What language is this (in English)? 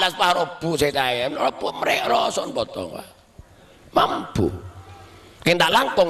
Madurese